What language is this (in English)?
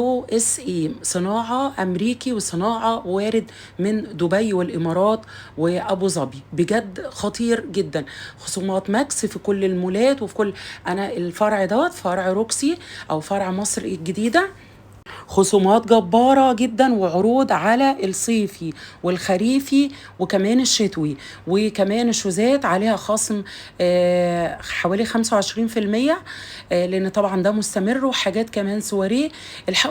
Egyptian Arabic